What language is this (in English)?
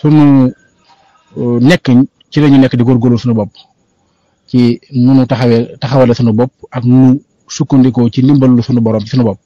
Wolof